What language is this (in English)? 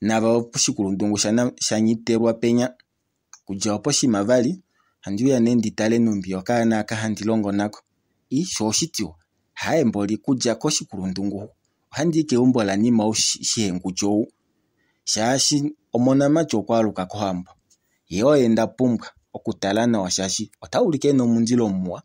Kuanyama